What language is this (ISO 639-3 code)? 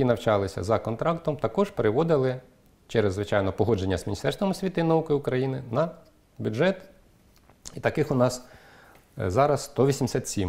ukr